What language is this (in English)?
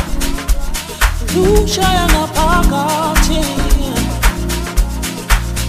Zulu